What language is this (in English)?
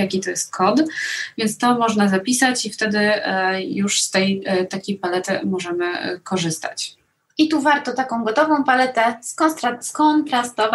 Polish